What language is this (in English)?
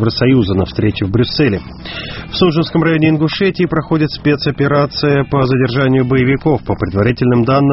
Russian